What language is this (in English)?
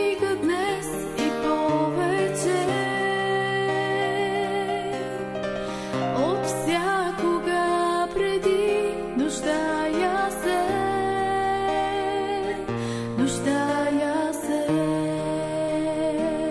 Bulgarian